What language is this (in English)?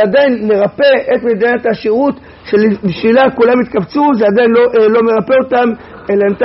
Hebrew